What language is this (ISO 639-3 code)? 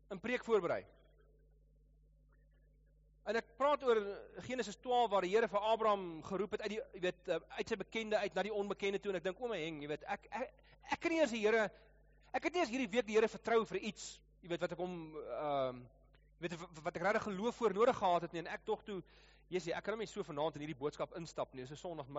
afr